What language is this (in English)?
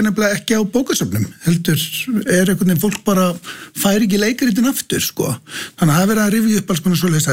Icelandic